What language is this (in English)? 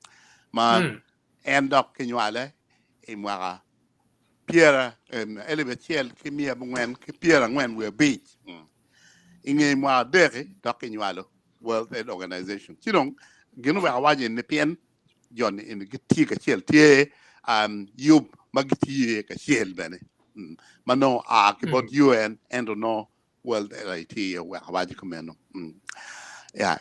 Acoli